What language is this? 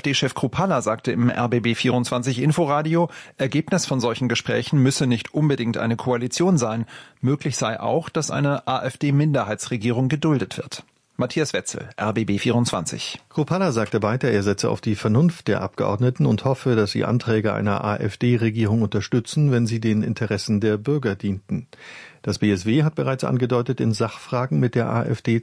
German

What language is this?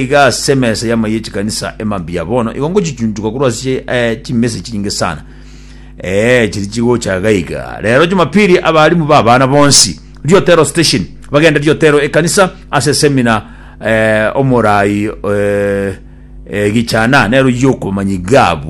Gusii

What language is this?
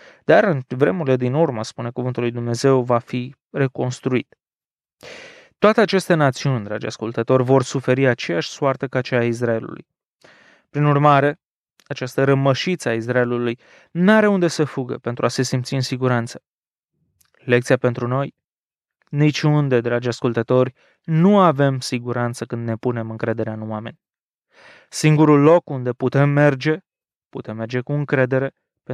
Romanian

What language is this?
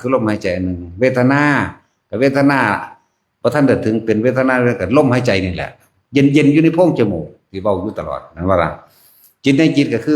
Northeastern Thai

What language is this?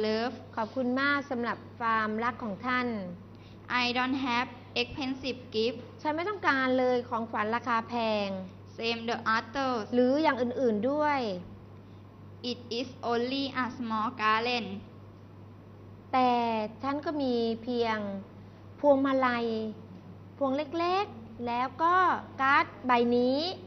Thai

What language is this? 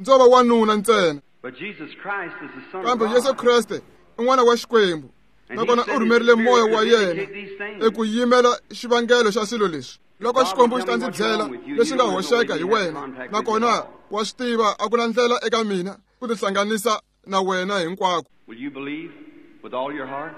Tsonga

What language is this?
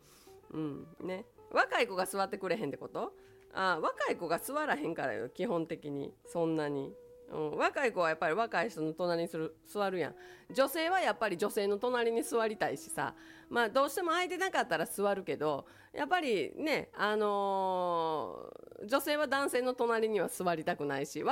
Japanese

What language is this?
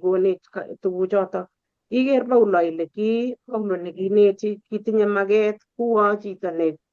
Kalenjin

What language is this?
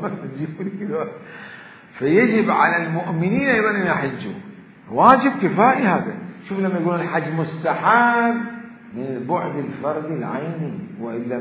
Mesopotamian Arabic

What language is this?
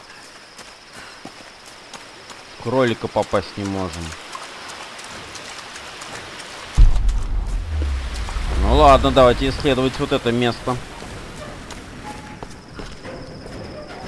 Russian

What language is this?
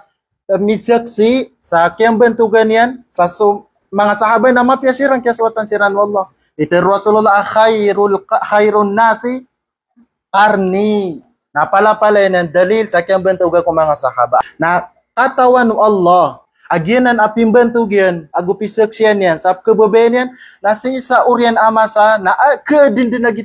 Maranao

